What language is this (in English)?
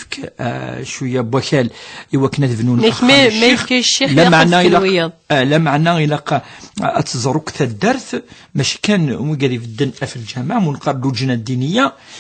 Kabyle